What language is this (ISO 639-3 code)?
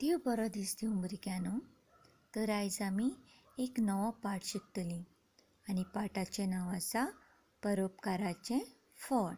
kok